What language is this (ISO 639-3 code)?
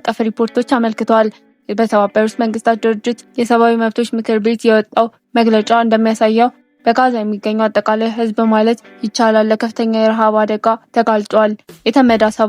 amh